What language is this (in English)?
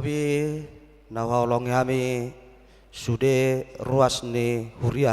Batak Toba